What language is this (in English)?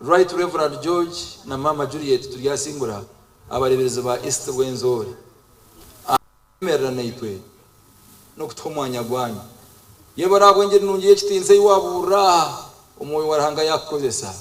Nyankole